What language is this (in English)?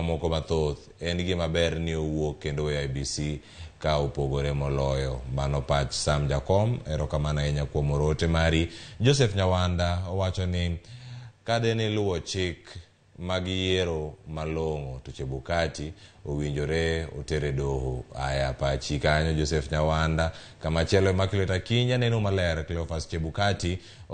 Luo (Kenya and Tanzania)